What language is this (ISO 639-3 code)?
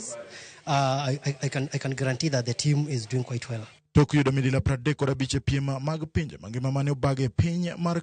luo